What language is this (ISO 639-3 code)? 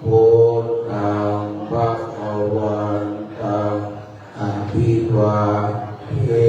pli